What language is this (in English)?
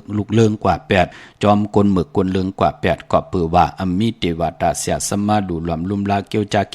Shan